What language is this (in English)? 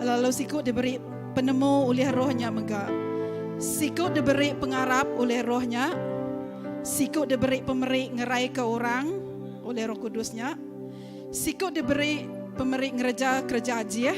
Iban